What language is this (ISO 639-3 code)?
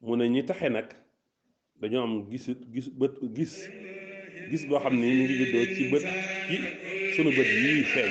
wol